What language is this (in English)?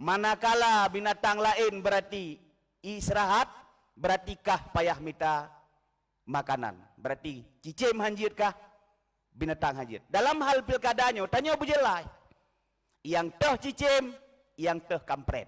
Achinese